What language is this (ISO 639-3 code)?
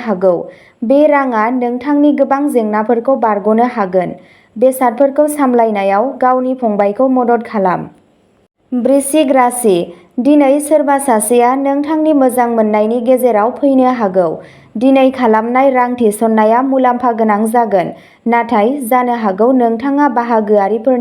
brx